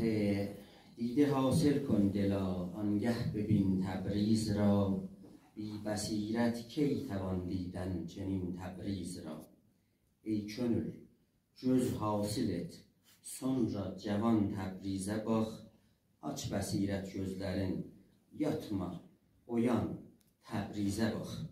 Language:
South Azerbaijani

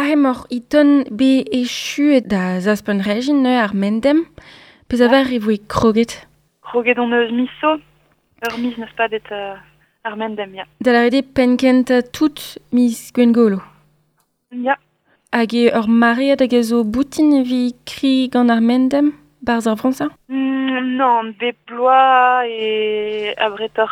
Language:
Breton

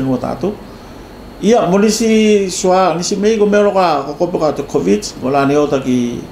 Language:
Tuvalu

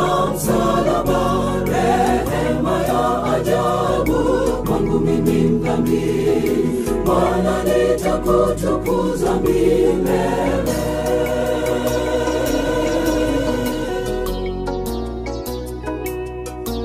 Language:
Swahili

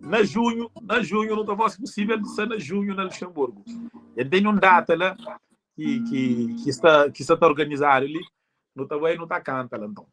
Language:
Kabuverdianu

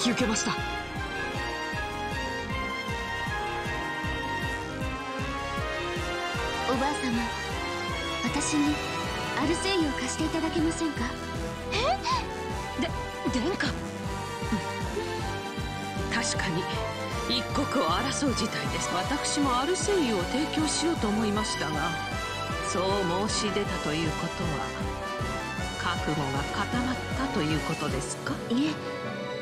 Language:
Japanese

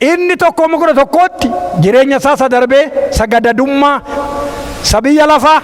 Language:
Oromo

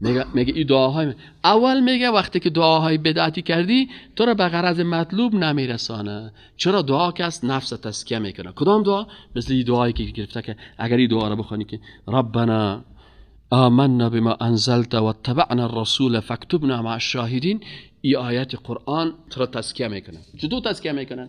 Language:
Persian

